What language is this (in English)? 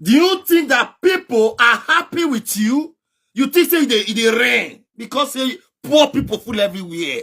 Nigerian Pidgin